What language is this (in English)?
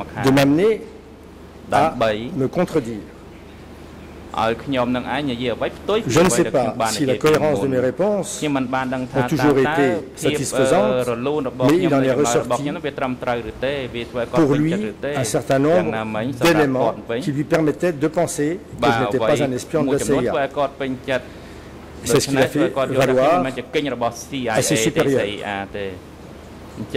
French